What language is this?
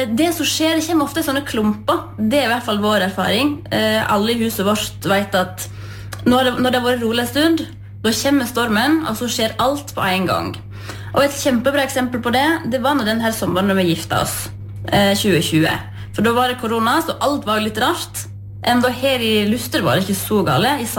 Norwegian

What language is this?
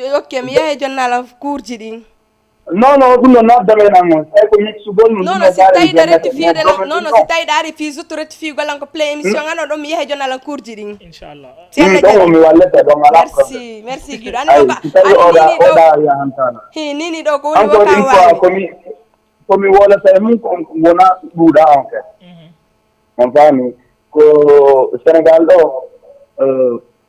Fula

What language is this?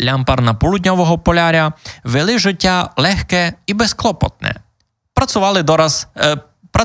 Rusyn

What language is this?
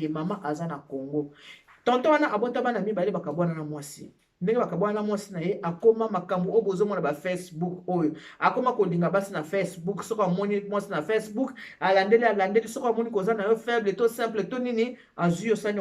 Lingala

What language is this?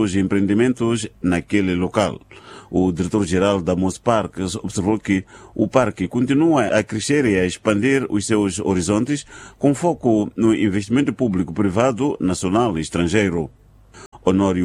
Portuguese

